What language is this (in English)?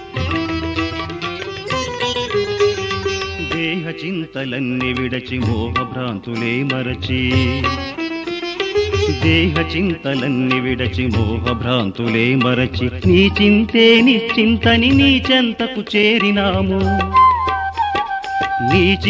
Telugu